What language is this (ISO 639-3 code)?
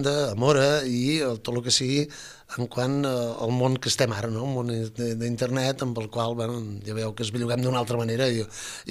cat